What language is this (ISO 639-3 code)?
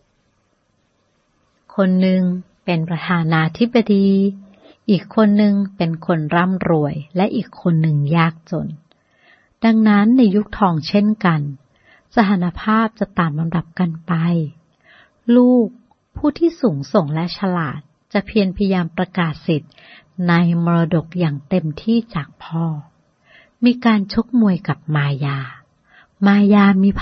tha